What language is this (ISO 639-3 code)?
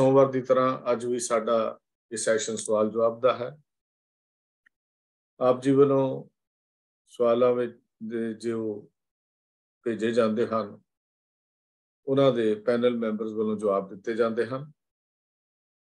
pan